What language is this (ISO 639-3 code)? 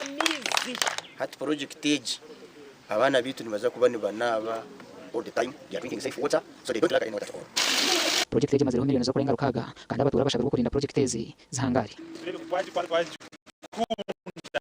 nyn